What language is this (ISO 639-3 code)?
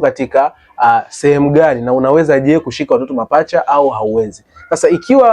swa